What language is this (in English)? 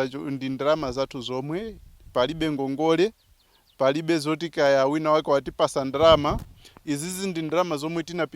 Nyanja